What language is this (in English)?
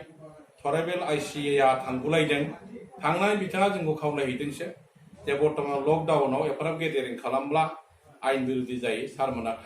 Bodo